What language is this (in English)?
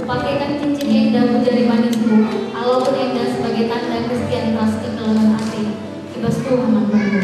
Batak Karo